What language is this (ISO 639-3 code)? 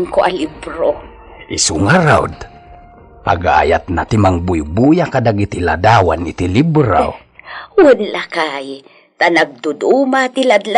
ilo